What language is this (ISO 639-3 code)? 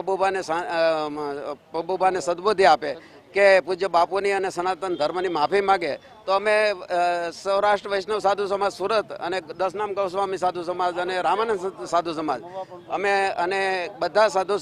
guj